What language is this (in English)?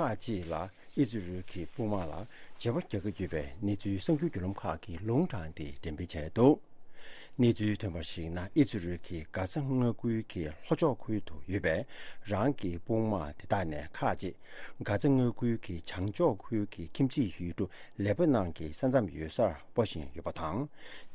Tibetan